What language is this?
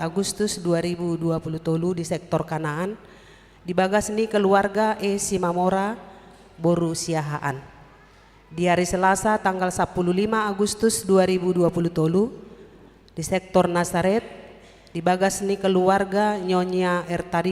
Batak Toba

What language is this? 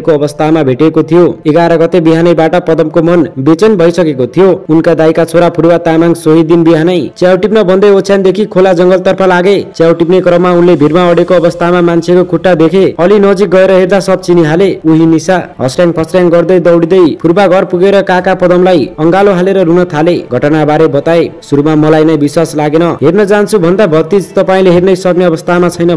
Nepali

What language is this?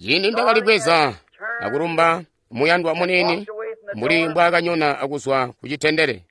Tonga (Zambia)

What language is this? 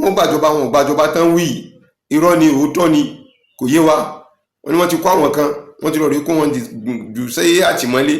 Yoruba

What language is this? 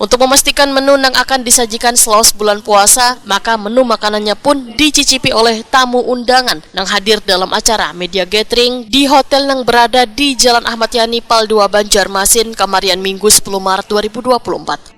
Banjar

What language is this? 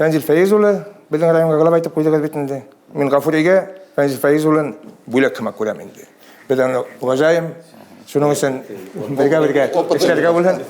Bashkir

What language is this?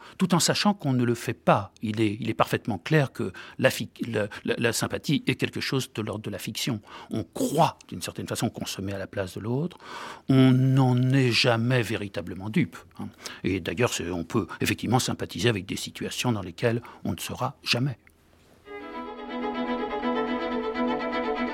French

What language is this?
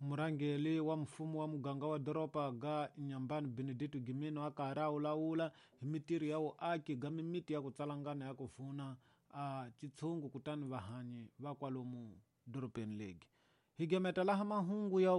Tsonga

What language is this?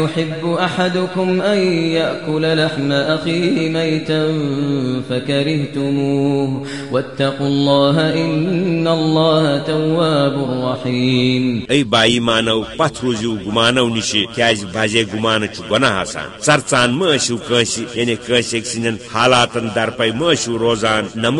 Kashmiri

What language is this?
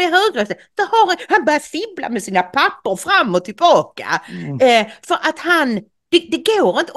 Swedish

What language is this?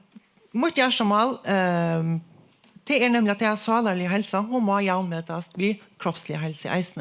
Faroese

